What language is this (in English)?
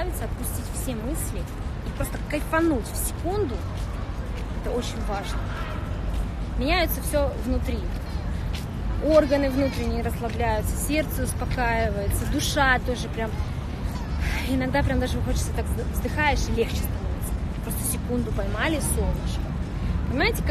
Russian